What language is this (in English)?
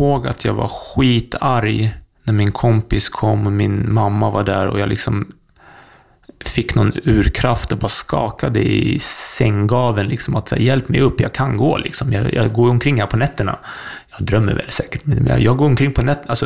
Swedish